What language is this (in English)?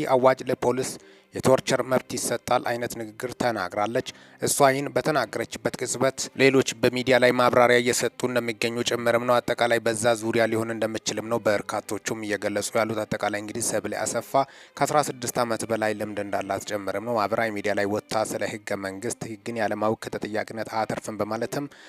Amharic